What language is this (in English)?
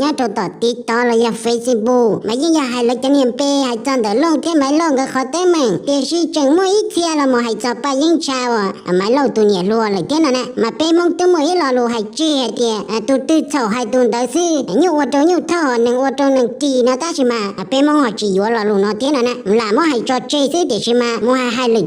Hmong